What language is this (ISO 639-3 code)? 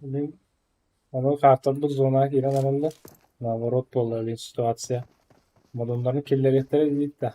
sah